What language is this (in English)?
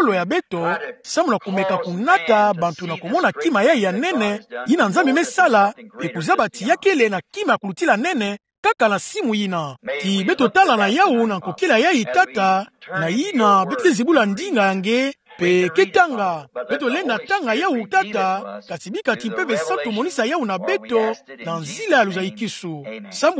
Kituba (Democratic Republic of Congo)